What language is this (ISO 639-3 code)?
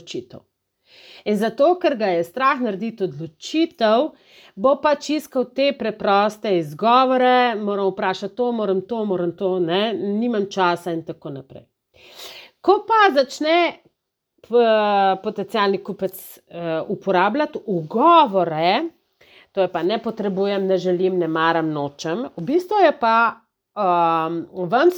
slv